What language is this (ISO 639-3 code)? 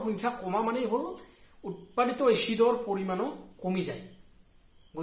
asm